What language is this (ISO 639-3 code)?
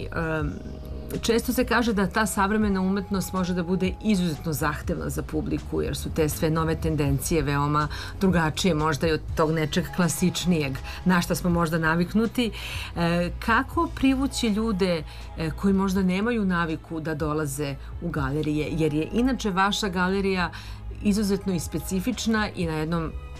srp